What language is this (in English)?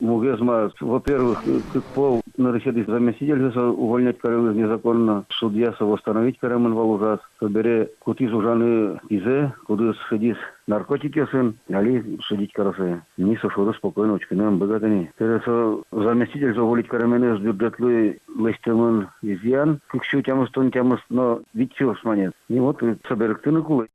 Udmurt